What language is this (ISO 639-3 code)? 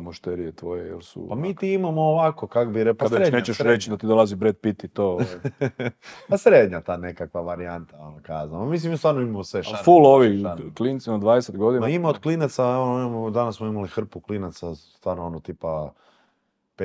hrv